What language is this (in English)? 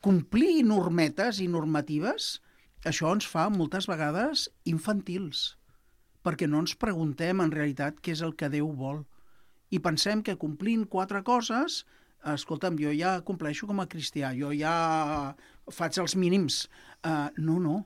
Catalan